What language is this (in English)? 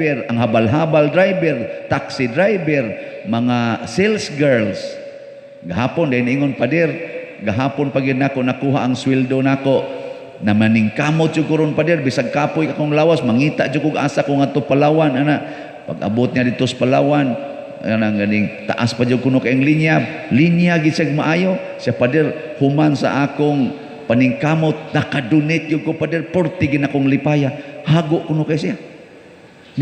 Cebuano